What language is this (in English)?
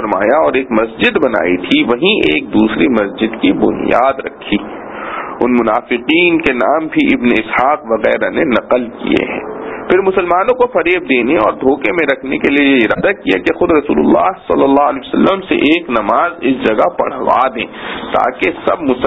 Urdu